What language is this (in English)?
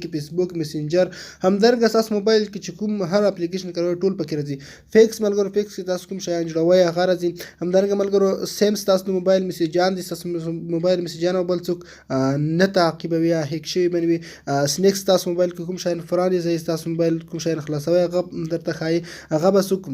Pashto